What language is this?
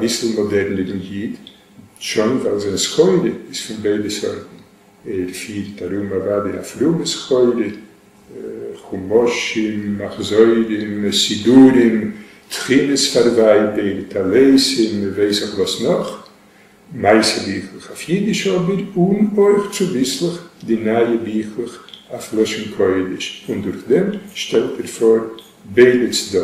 Yiddish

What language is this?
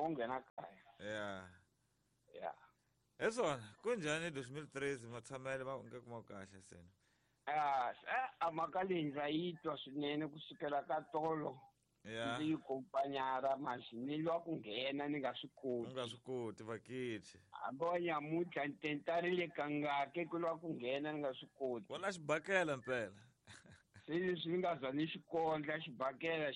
Tsonga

